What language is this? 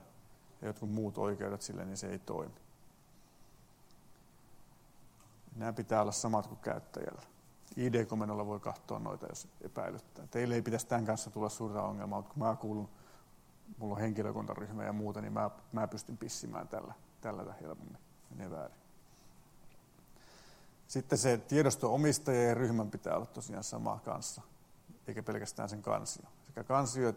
Finnish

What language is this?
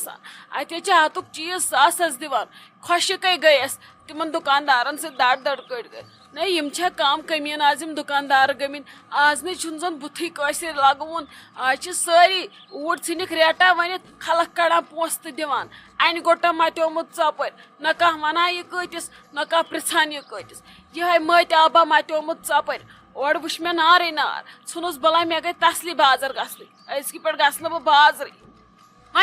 Kashmiri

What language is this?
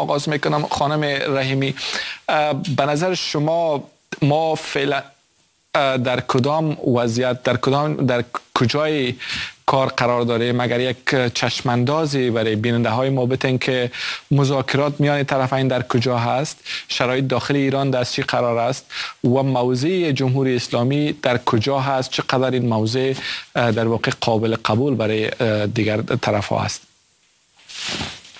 Persian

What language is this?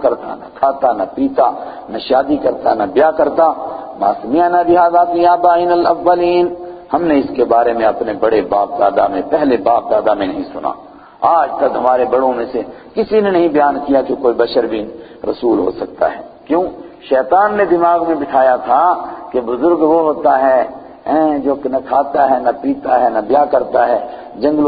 Urdu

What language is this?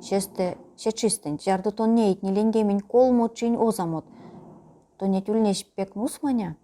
Erzya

